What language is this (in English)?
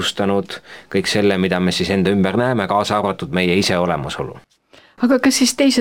Estonian